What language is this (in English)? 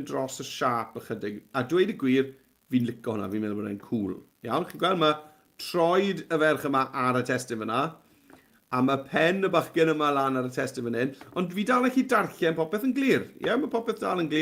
Welsh